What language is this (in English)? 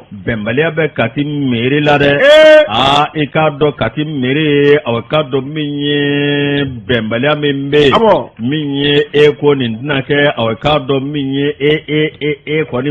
Bambara